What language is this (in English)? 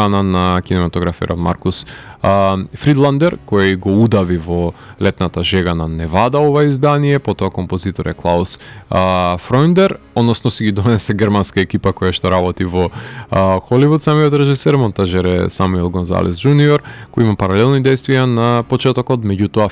Macedonian